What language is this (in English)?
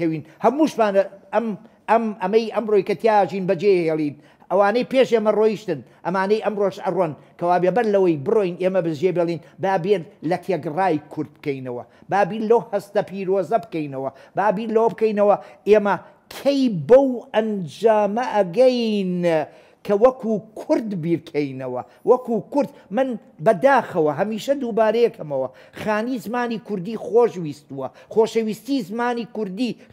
Central Kurdish